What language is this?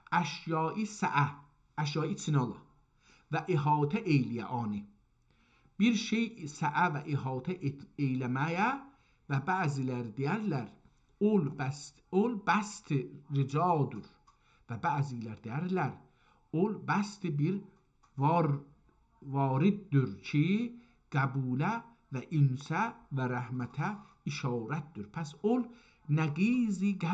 South Azerbaijani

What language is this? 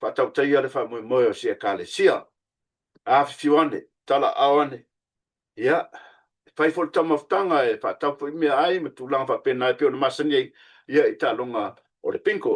Samoan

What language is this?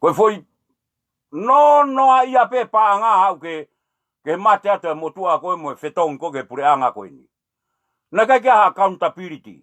Tongan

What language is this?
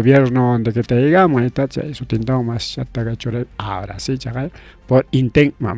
Ayacucho Quechua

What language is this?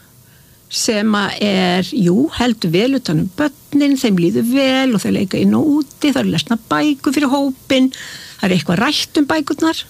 Icelandic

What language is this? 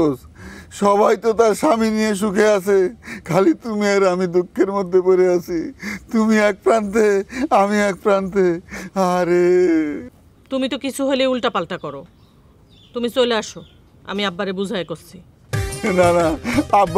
Bangla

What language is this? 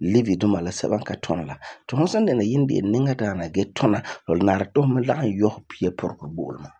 Frafra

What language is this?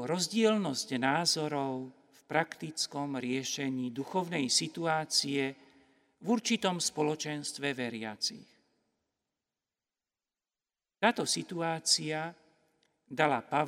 Slovak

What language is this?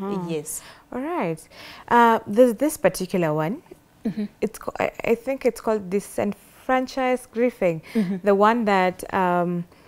English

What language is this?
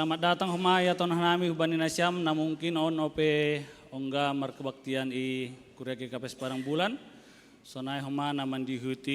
Batak Simalungun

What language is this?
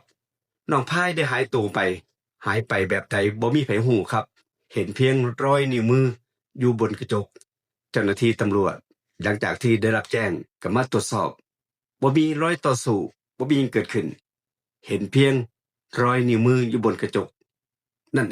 Northeastern Thai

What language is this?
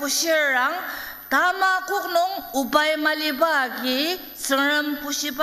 Ao Naga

